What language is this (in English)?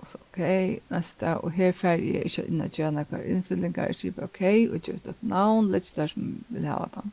Faroese